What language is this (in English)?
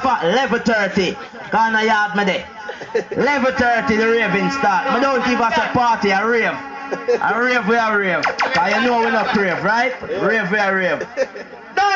Jamaican Creole English